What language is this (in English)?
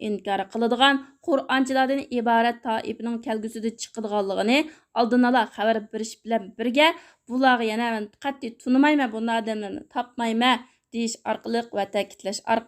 Uyghur